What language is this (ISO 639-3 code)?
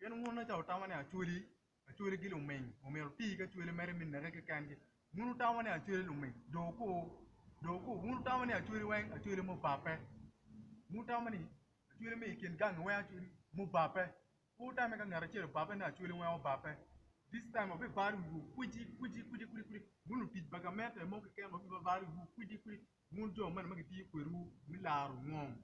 ach